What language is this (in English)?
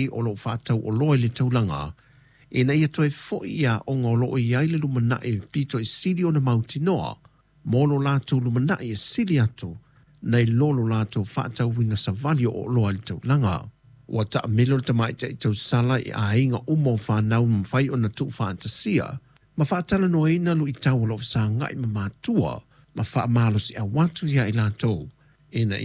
Samoan